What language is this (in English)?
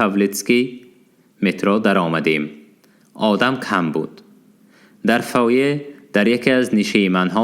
Tajik